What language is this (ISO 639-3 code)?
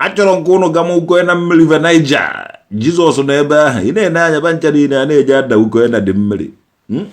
ibo